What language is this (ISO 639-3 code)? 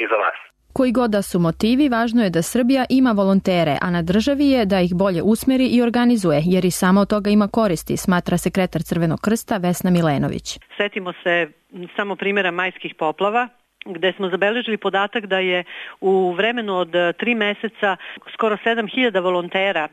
srp